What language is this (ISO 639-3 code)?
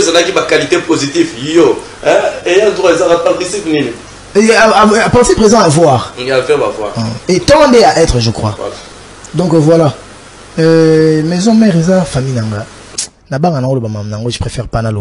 lin